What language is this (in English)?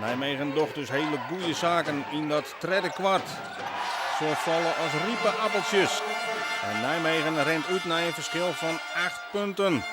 Western Frisian